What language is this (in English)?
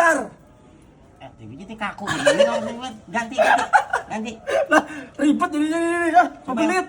Betawi